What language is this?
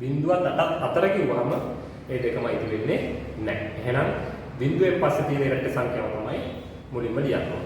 Sinhala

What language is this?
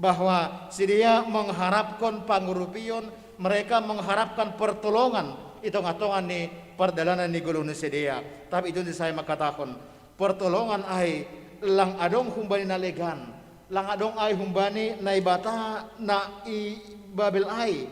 Batak Simalungun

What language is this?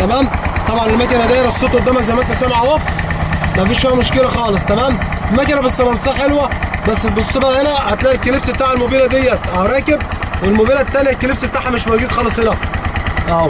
Egyptian Arabic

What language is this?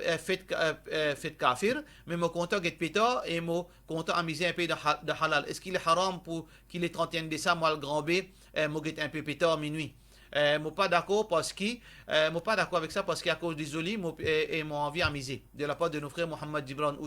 Morisyen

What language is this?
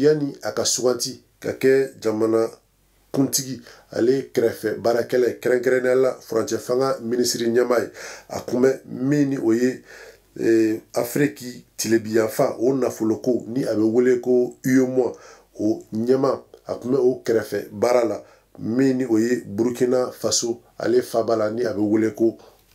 Bambara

